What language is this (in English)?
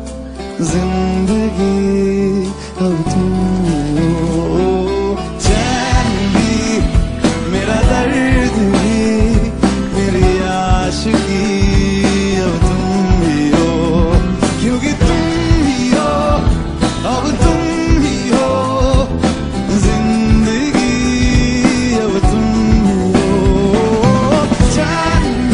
Hindi